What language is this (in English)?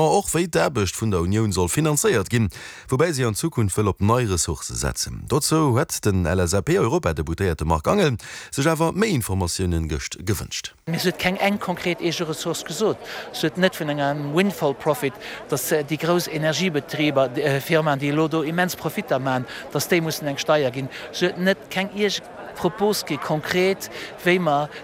Luxembourgish